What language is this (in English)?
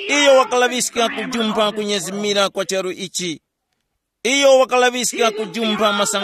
Tumbuka